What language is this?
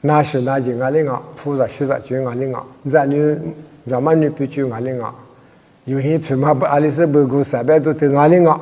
Lisu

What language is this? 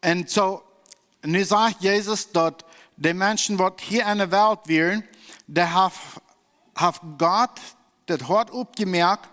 Plautdietsch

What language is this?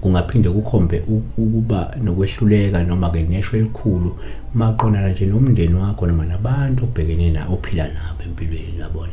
Zulu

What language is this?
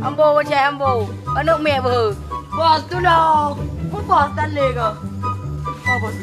Achinese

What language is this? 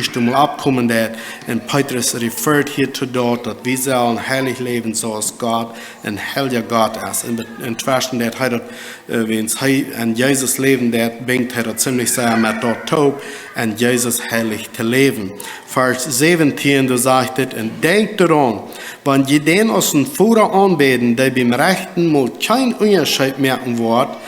Plautdietsch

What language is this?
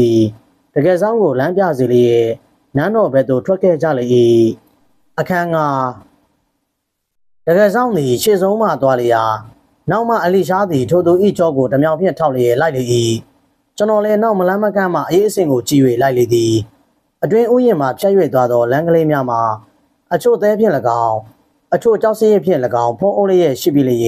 Burmese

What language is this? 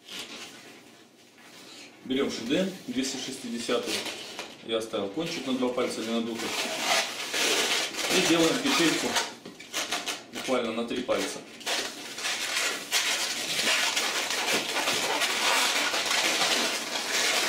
Russian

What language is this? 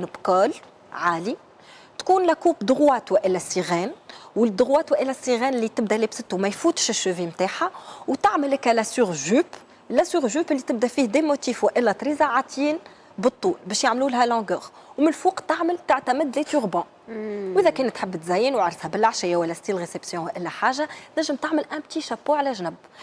Tunisian Arabic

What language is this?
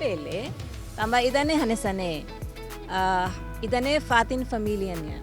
Tetum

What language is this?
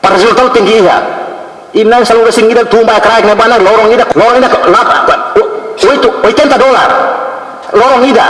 Tetum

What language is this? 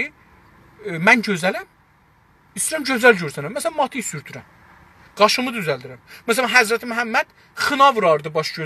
South Azerbaijani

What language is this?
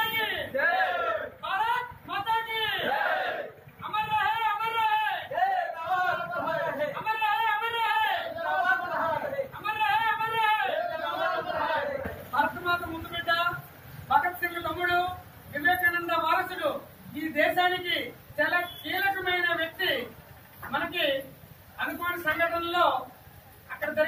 Telugu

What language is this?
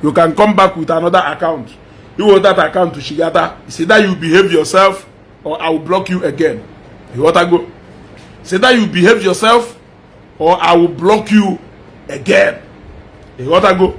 Igbo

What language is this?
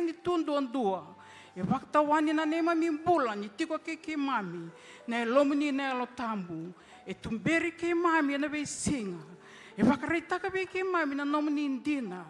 Fijian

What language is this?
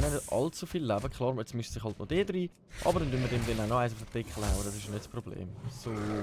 Swiss German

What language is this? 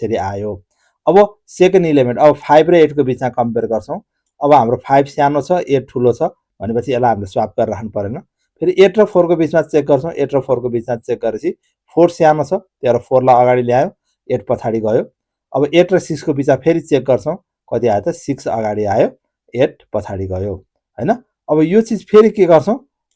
Nepali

